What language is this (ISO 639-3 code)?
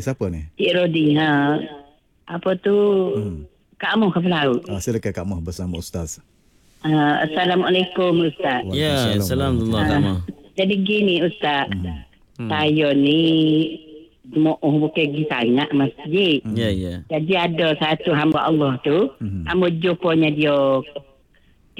msa